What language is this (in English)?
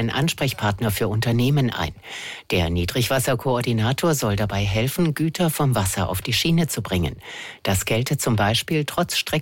German